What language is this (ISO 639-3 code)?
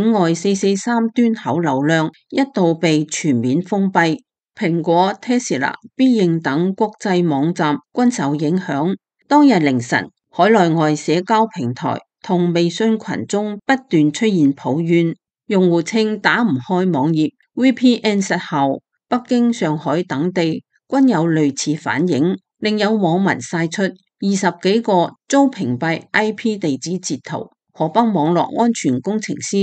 yue